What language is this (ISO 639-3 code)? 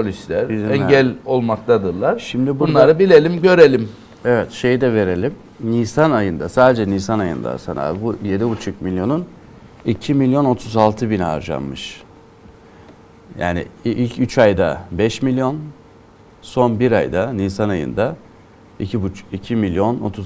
tur